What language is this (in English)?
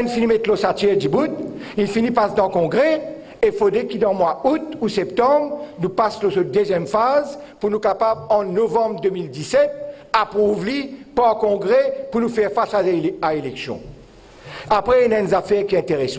Morisyen